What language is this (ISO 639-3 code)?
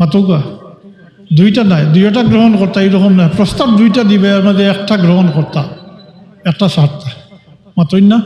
syl